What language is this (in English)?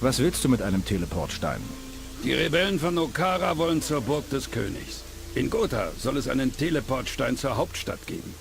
Bavarian